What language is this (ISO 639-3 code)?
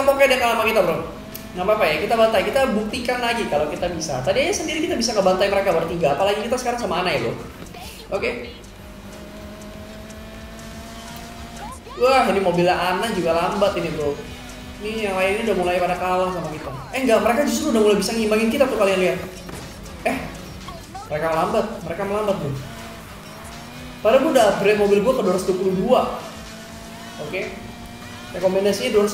ind